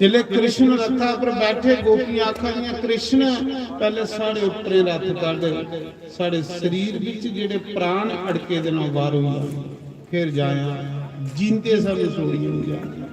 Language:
Dogri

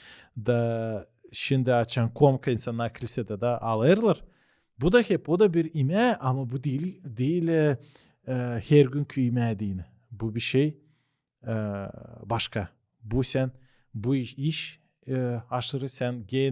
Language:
Gagauz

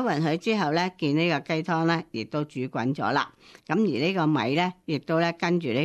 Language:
Cantonese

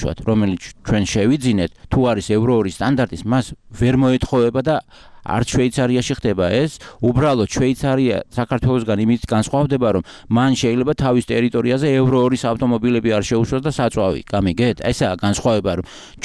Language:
Georgian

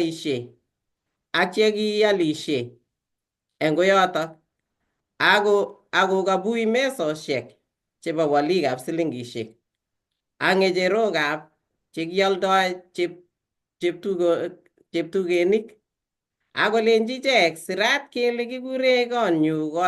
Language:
Kalenjin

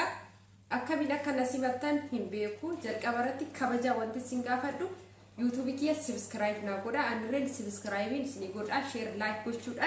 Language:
Oromo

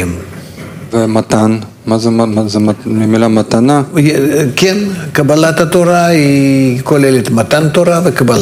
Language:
Hebrew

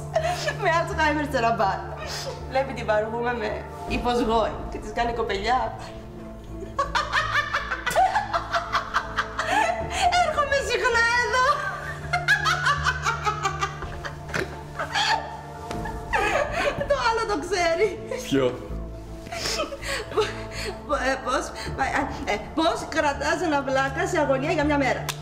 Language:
Greek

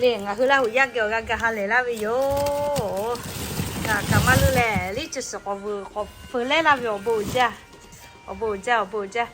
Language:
Lahu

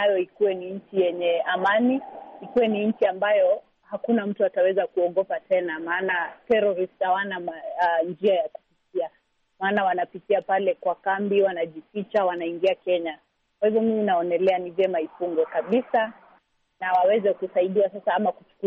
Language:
Swahili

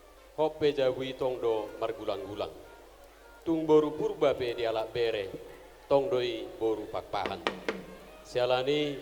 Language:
Batak Toba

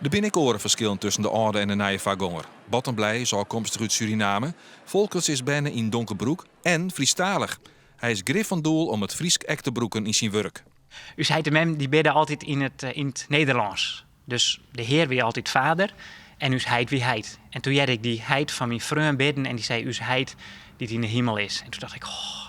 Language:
Western Frisian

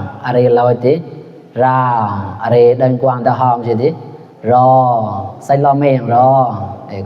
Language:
Mon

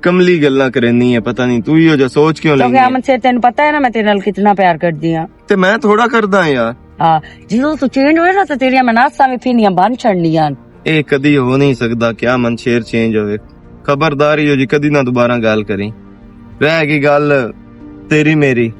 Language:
Western Panjabi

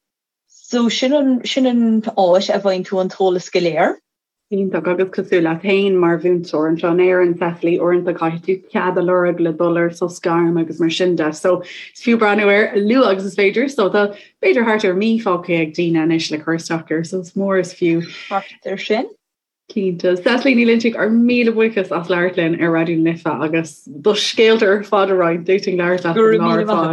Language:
Irish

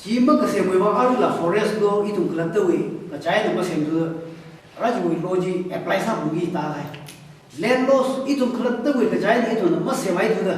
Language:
Tangkhul Naga (India)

